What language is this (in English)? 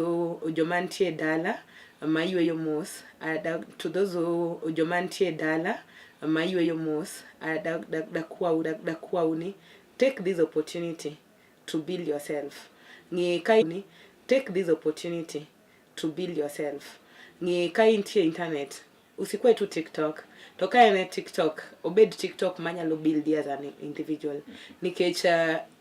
Luo (Kenya and Tanzania)